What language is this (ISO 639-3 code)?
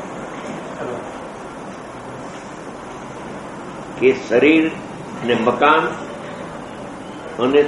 guj